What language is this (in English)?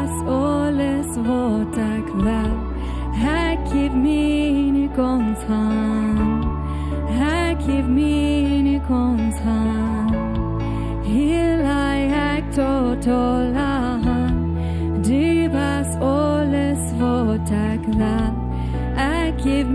Plautdietsch